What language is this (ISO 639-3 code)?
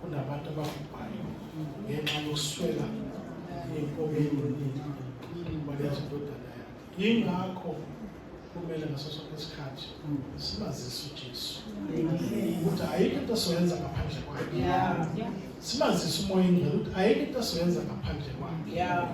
zul